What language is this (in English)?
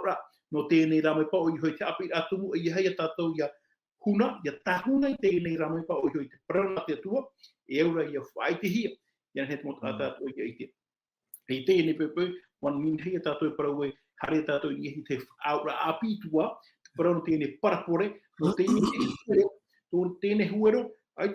Tahitian